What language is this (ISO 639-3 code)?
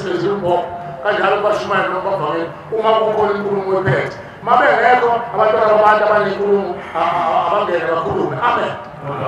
zul